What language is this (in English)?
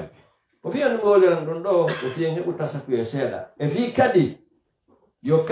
Pular